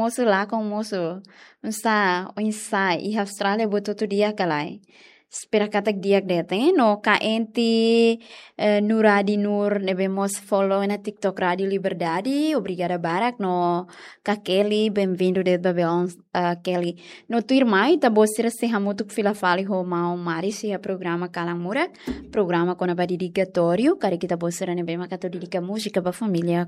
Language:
Tetum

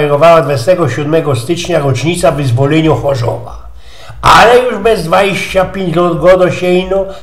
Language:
Silesian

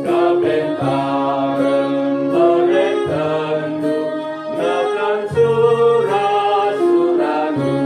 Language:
Batak Karo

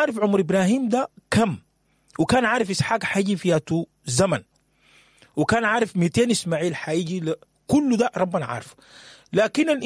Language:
Sudanese Arabic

